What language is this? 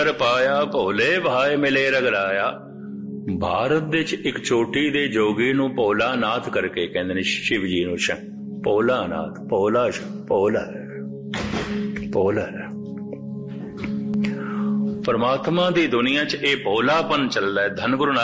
Punjabi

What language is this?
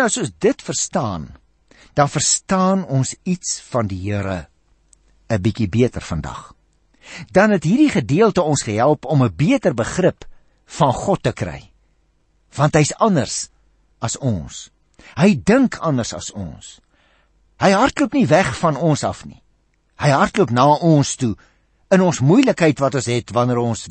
Afrikaans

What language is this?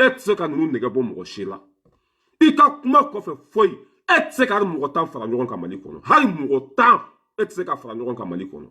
Bambara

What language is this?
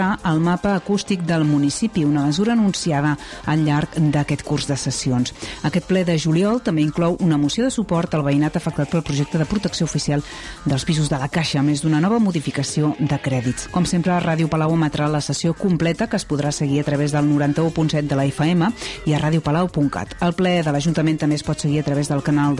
Catalan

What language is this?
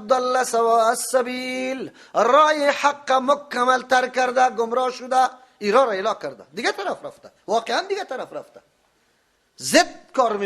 Persian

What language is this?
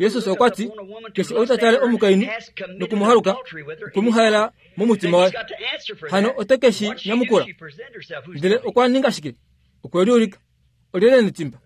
Kuanyama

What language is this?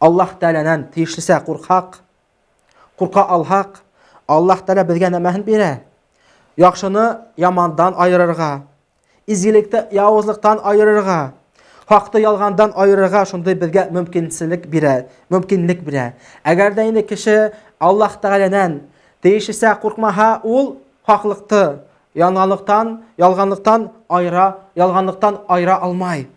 Bashkir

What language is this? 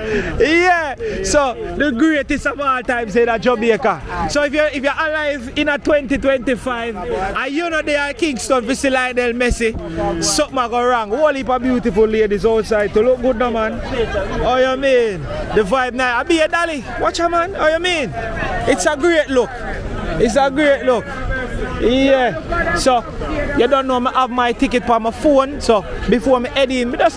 Jamaican Creole English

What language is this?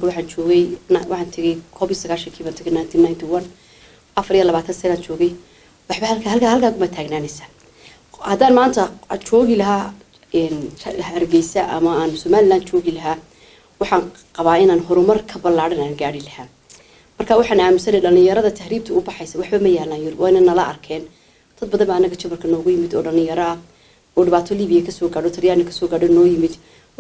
Somali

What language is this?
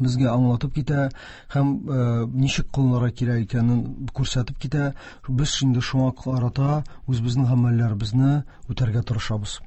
Tatar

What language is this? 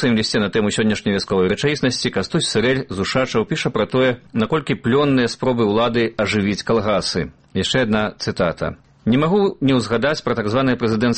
Belarusian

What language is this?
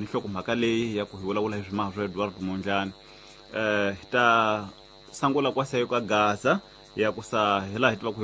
Tsonga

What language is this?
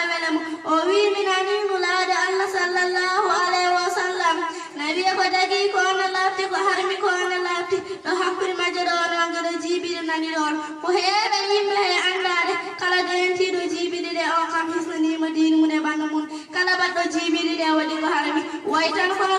Fula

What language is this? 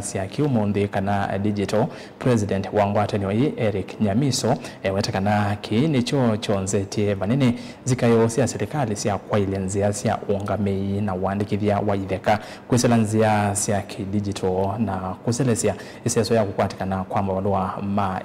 Kamba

